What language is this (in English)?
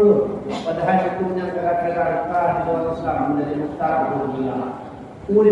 Achinese